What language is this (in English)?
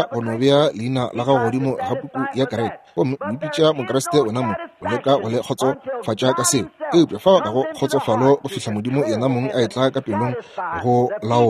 Northern Sotho